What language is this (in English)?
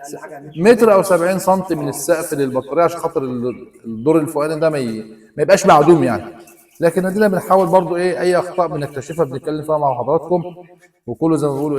Egyptian Arabic